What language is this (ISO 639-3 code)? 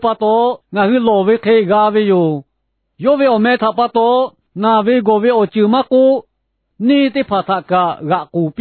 lhu